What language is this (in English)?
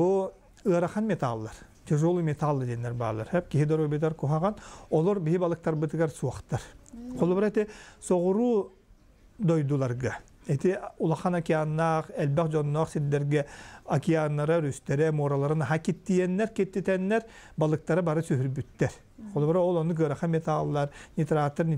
Yakut